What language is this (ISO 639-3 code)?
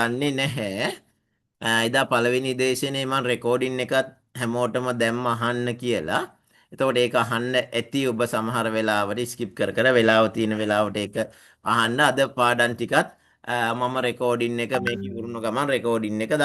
sin